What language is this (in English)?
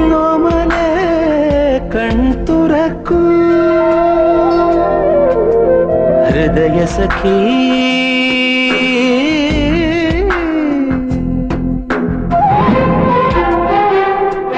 Malayalam